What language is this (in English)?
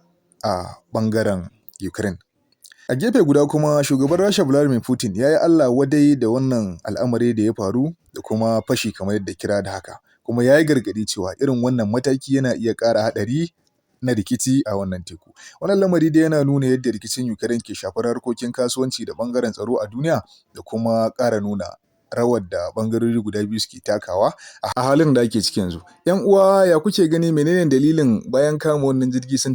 Hausa